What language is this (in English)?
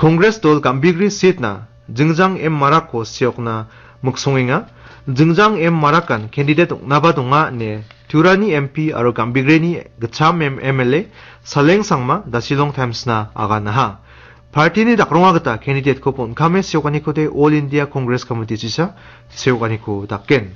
Garo